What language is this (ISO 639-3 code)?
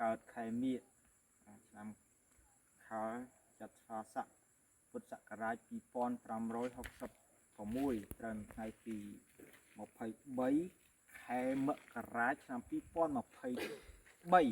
khm